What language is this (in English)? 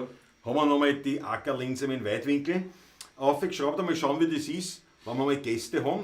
Bavarian